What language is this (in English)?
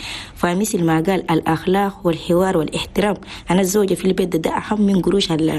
Chadian Arabic